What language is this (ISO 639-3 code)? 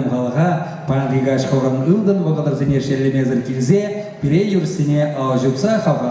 chv